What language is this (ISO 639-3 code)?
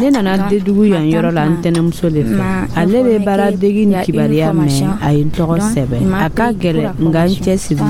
dyu